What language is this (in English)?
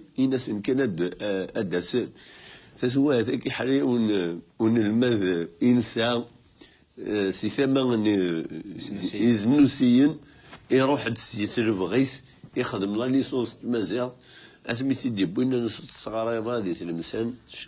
Kabyle